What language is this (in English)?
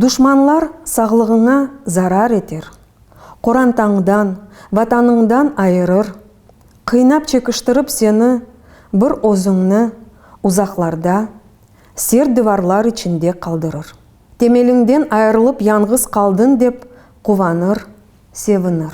Crimean Tatar